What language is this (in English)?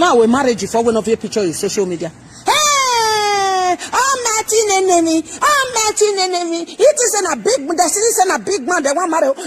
Nigerian Pidgin